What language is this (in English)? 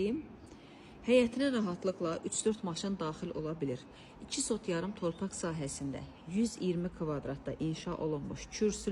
Azerbaijani